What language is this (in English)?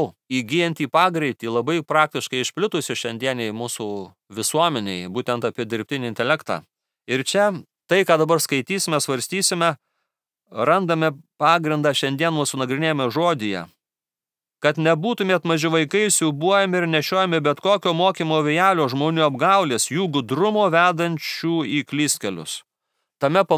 Lithuanian